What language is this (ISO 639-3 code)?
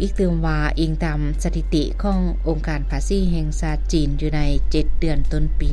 lao